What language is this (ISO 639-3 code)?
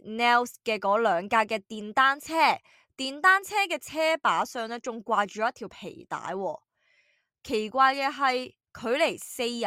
yue